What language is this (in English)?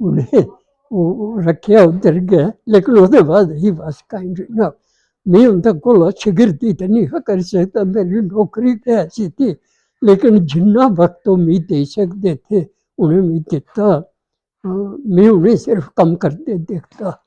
Dogri